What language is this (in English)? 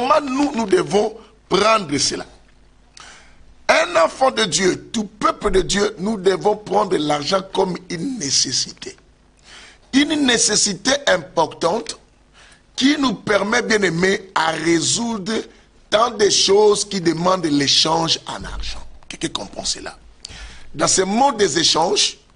French